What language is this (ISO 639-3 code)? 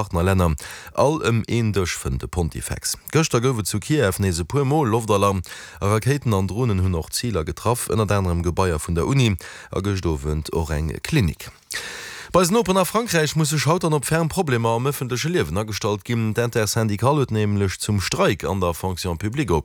ltz